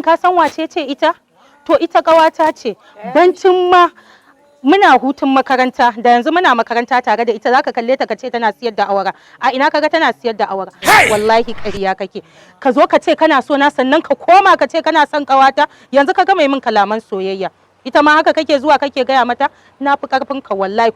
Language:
Hausa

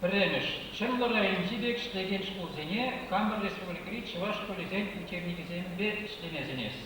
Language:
Chuvash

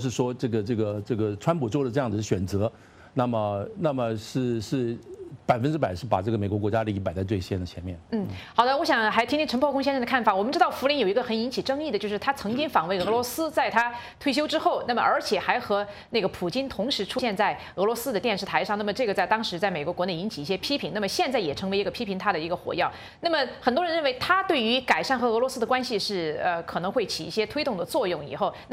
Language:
Chinese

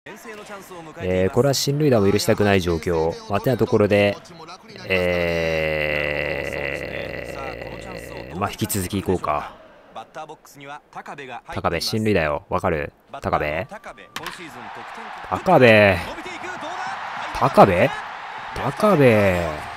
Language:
Japanese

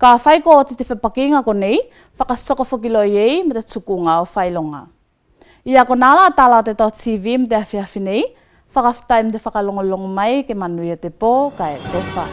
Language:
Tuvalu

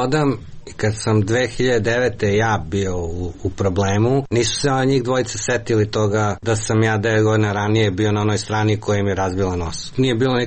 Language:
Serbian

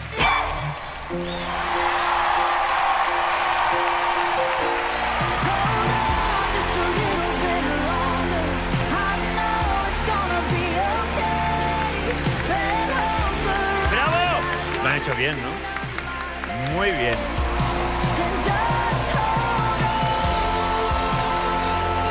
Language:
Spanish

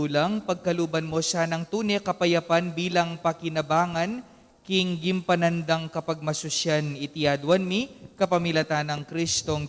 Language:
Pampanga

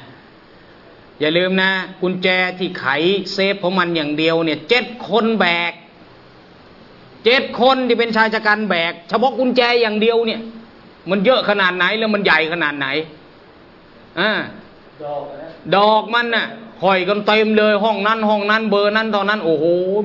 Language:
Thai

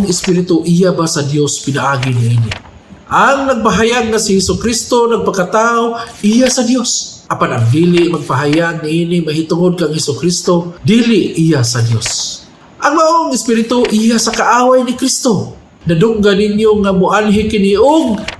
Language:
Cebuano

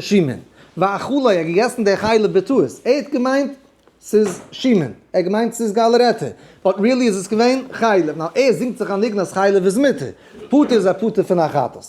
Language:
Yiddish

